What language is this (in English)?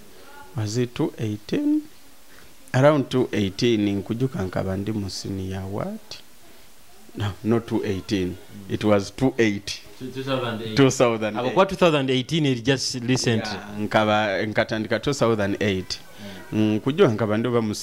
Nyoro